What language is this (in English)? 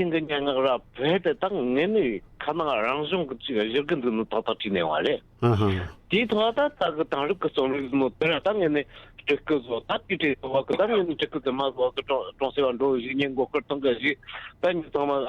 Tibetan